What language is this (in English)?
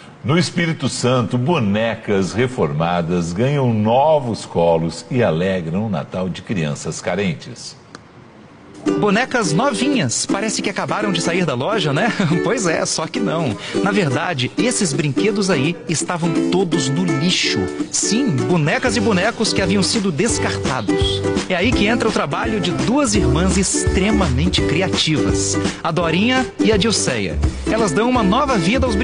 Portuguese